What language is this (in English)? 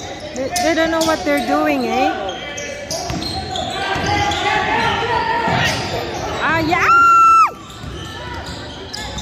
Filipino